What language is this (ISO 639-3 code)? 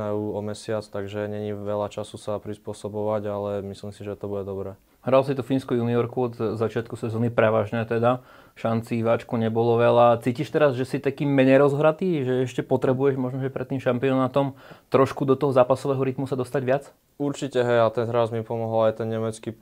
slk